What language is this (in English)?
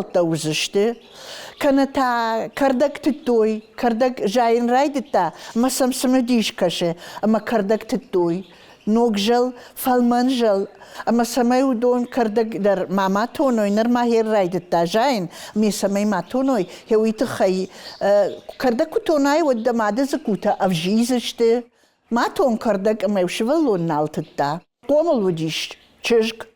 Ossetic